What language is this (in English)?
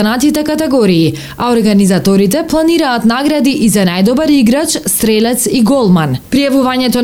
Macedonian